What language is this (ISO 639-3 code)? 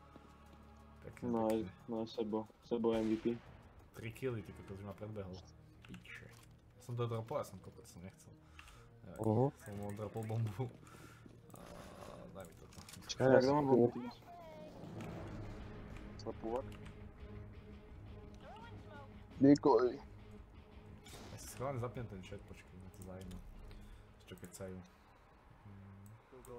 slk